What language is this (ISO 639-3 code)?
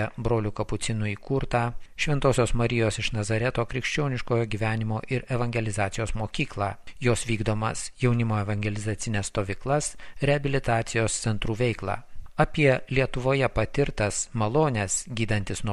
lit